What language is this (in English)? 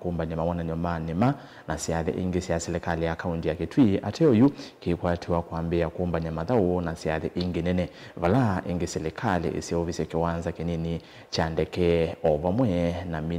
Kamba